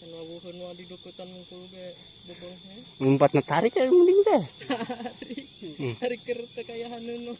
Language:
Sundanese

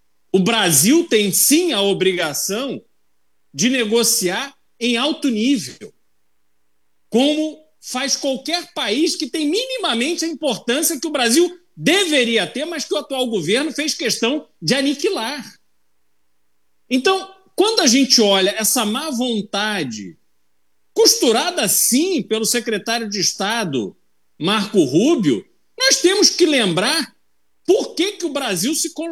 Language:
Portuguese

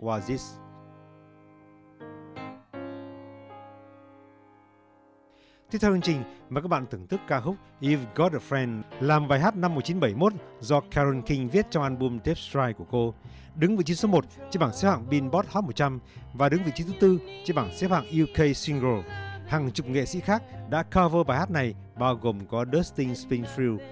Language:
Vietnamese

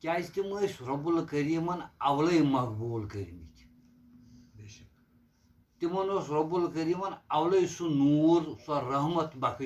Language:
Kashmiri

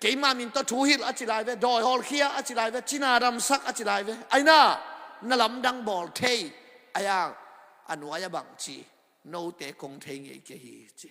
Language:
Tedim Chin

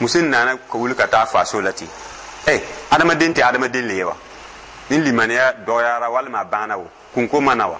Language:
Dyula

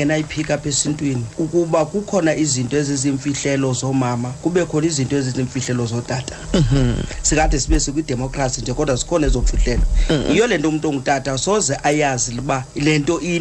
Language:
Xhosa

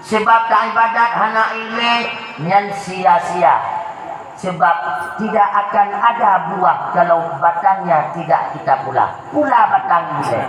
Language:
Achinese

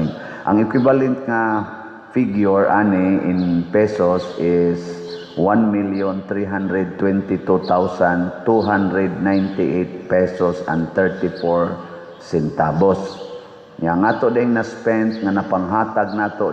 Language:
Cebuano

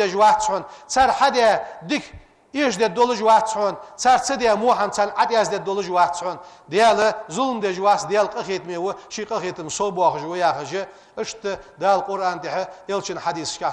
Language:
Ingush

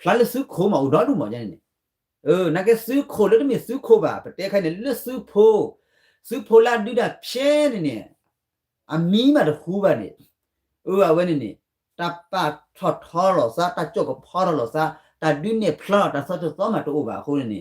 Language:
S'gaw Karen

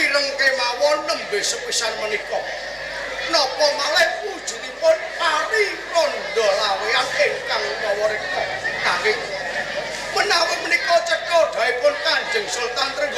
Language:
Javanese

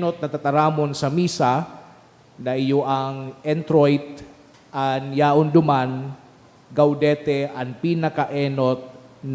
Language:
Bikol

